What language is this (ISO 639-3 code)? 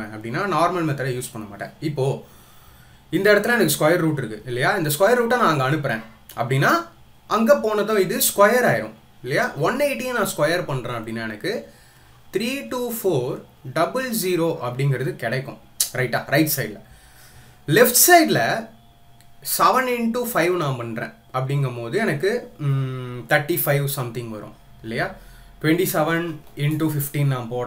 tam